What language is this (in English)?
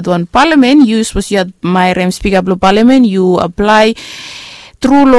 Bislama